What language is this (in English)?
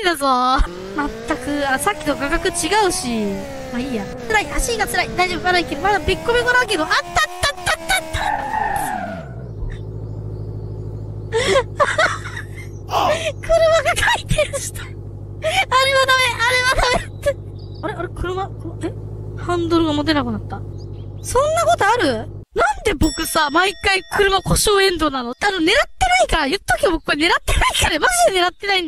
Japanese